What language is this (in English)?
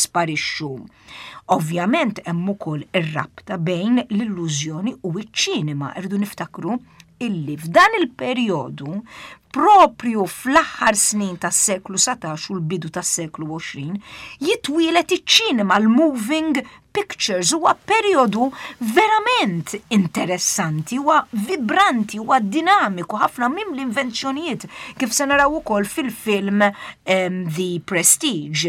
Maltese